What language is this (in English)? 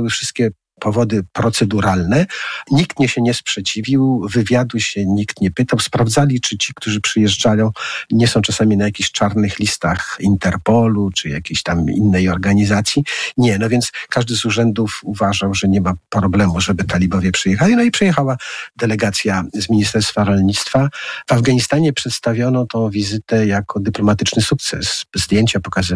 Polish